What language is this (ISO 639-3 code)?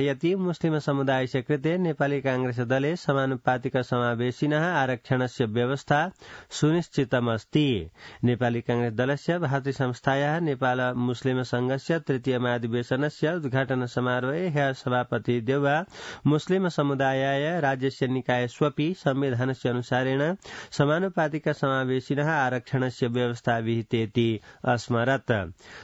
san